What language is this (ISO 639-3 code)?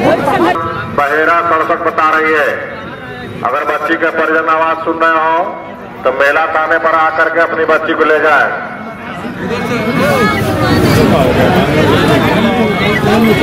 hin